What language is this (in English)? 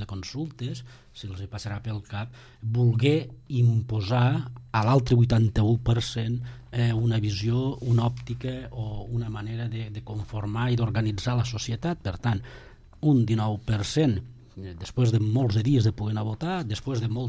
Catalan